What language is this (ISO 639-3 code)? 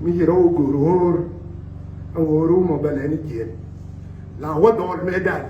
nus